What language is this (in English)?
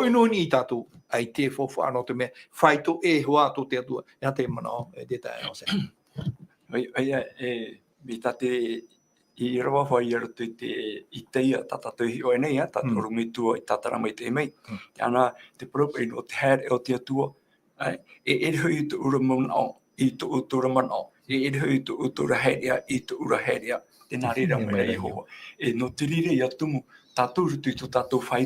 Tahitian